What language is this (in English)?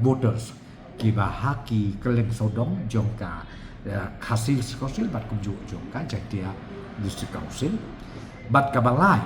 Khasi